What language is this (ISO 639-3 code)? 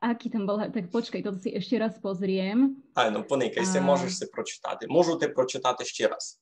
rue